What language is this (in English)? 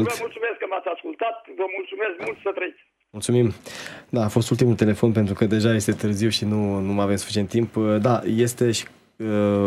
Romanian